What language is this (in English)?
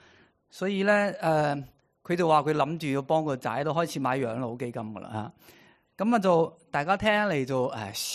Cantonese